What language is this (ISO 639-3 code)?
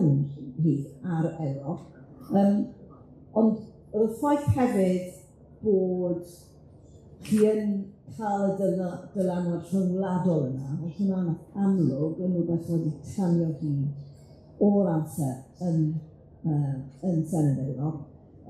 cym